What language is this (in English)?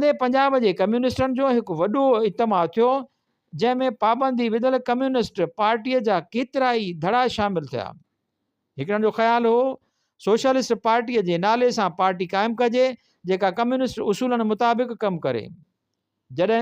Sindhi